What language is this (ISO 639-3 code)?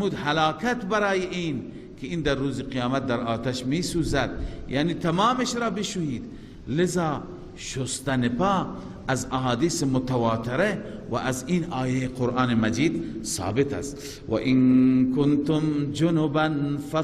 fas